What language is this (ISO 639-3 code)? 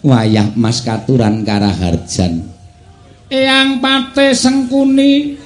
jav